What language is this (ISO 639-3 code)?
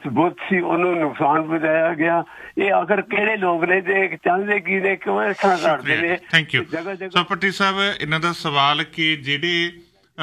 pan